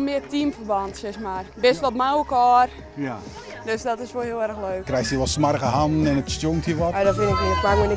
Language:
Western Frisian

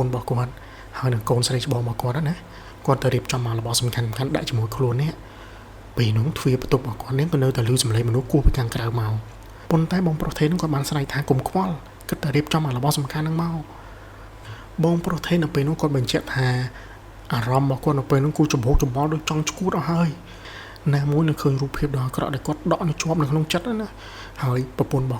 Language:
Khmer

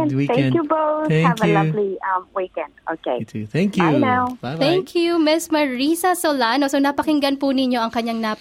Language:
Filipino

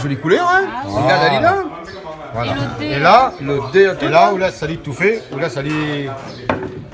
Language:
Réunion Creole French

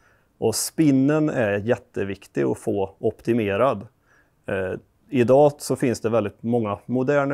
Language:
Swedish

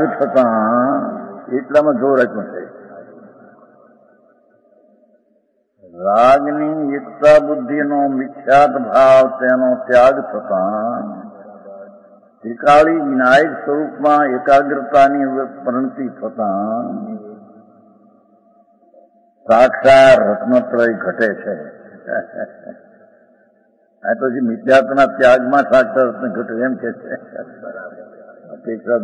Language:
Gujarati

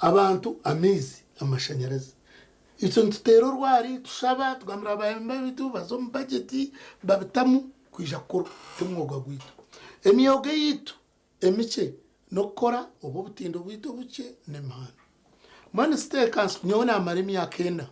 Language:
Nyankole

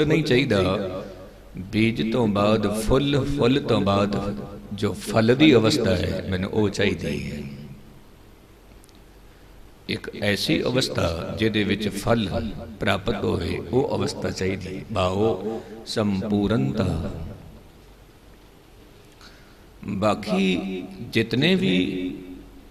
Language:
Punjabi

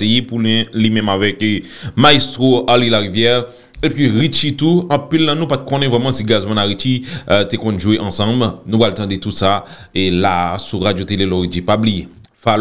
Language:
Haitian Creole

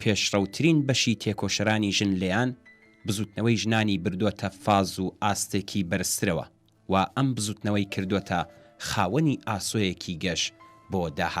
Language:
Central Kurdish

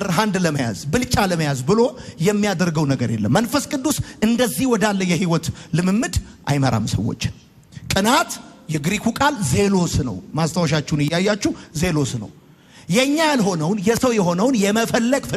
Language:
Amharic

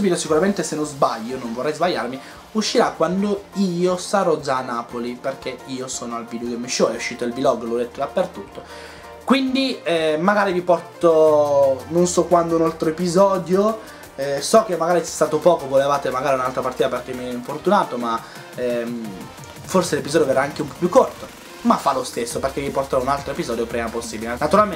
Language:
Italian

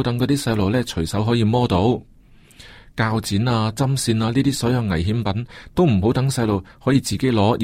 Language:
Cantonese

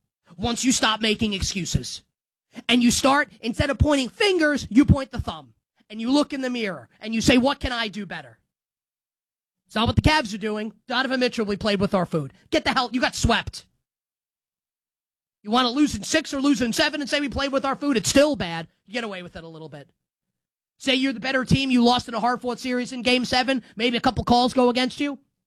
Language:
English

